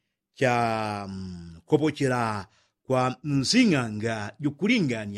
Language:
Yao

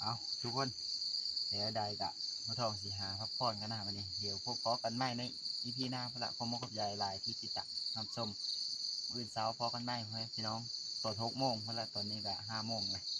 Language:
Lao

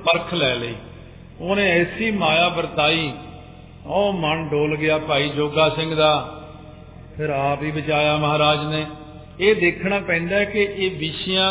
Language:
Punjabi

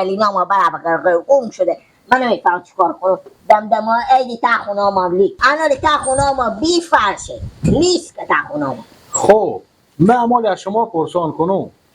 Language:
Persian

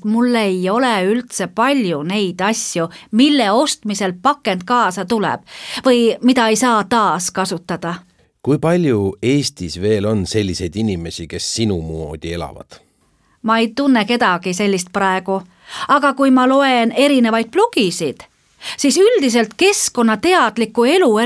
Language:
Estonian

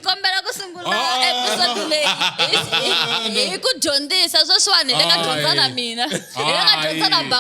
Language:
Tsonga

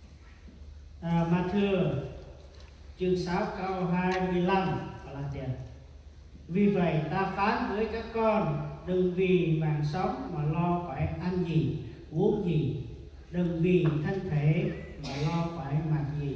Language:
Central Mnong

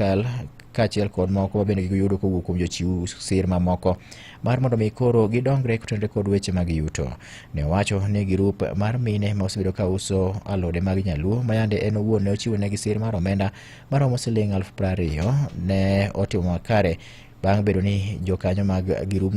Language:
Luo (Kenya and Tanzania)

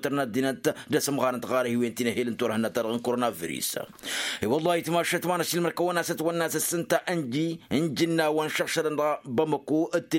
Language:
Tamasheq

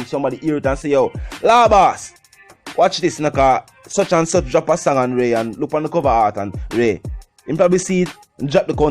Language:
Jamaican Creole English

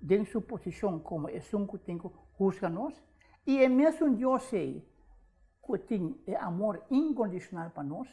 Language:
Papiamento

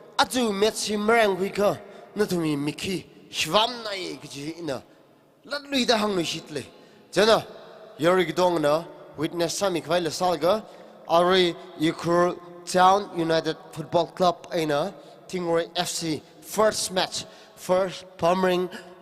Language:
Tangkhul Naga (India)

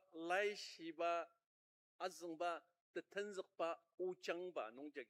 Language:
Ao Naga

